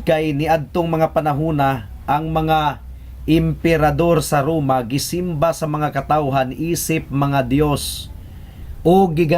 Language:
Cebuano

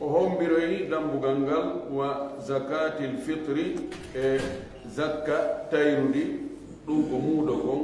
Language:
Fula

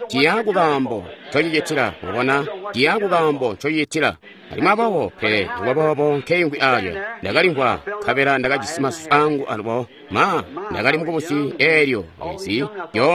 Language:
Tonga (Zambia)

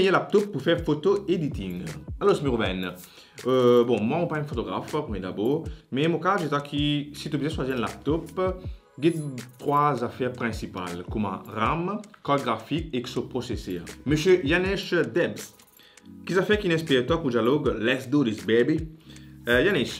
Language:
Morisyen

